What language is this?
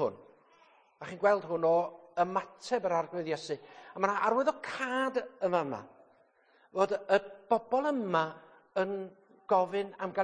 Welsh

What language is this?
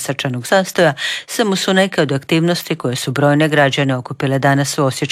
Croatian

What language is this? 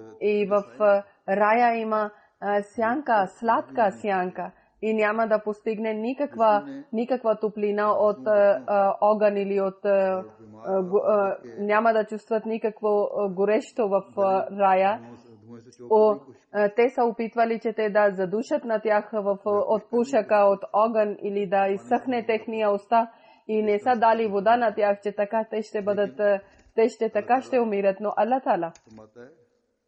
Bulgarian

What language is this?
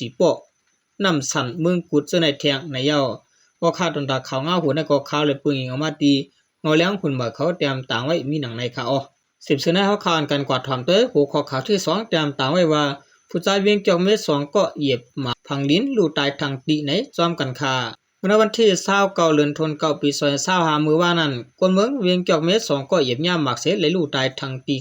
Shan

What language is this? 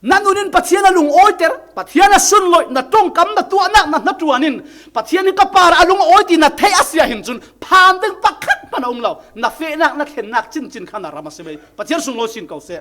Falam Chin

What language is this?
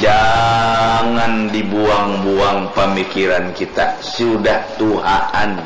Banjar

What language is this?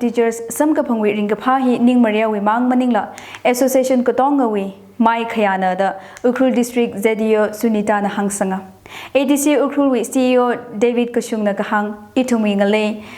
Tangkhul Naga (India)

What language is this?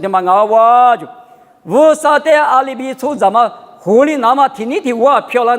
Lisu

